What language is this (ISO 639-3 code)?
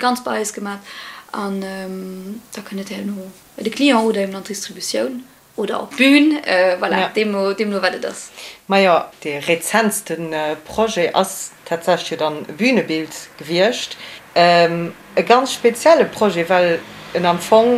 ltz